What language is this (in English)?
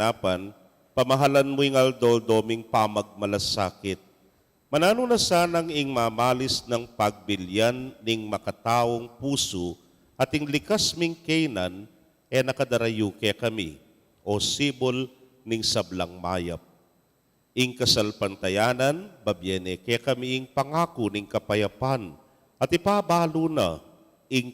Pampanga